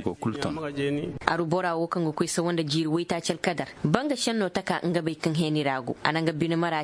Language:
Zarma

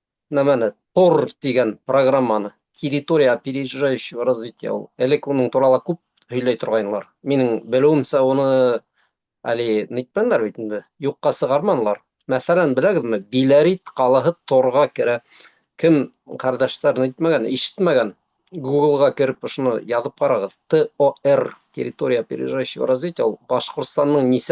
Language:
Bashkir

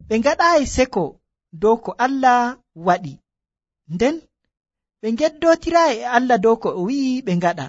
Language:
Nigerian Fulfulde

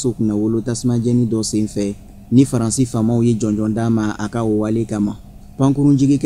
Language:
Bambara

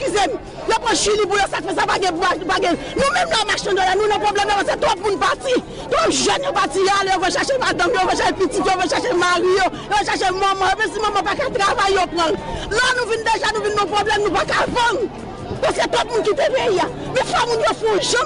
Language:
Haitian Creole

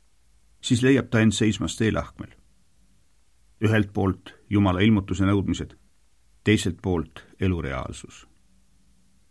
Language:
Estonian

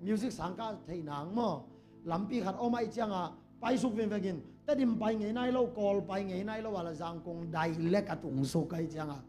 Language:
Tedim Chin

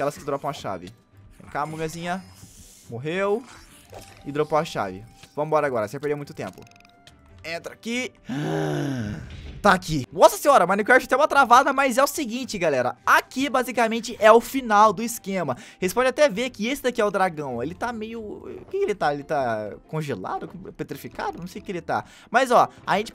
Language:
Portuguese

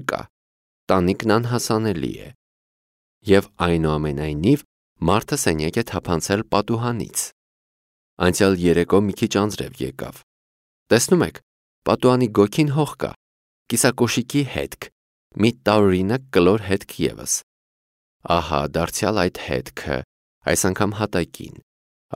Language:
Armenian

